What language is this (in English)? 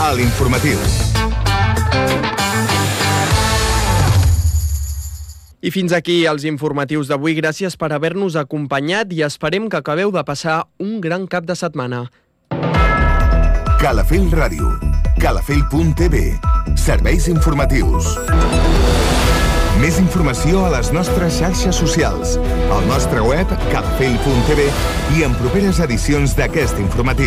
Catalan